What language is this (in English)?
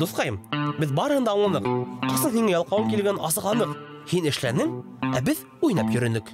Bashkir